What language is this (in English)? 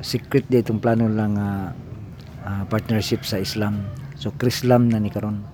Cebuano